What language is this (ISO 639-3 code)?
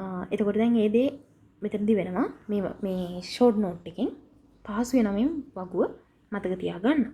sin